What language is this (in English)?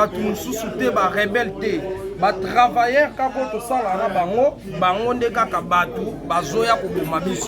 Lingala